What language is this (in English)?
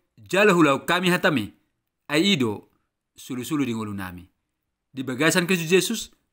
Batak Toba